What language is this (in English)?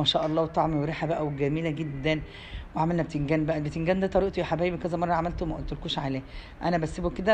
Egyptian Arabic